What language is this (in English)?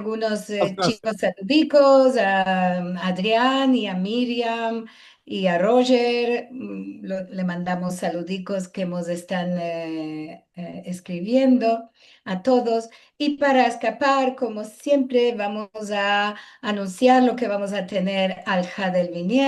Ladino